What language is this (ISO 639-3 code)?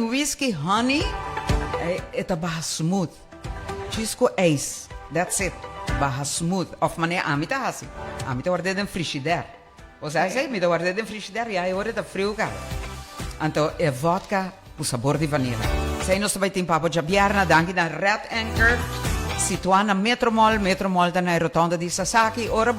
pap